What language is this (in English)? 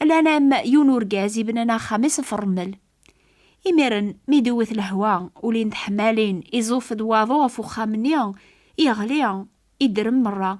Kabyle